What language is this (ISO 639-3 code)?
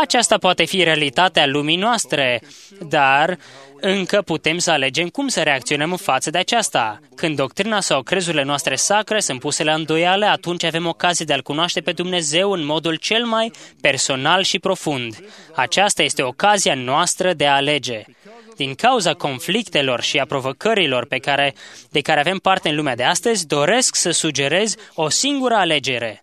ron